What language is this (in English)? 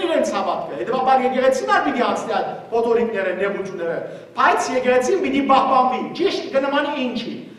Western Armenian